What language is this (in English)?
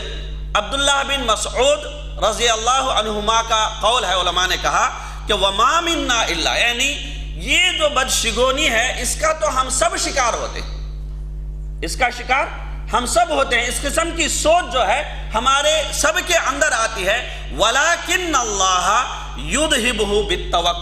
Urdu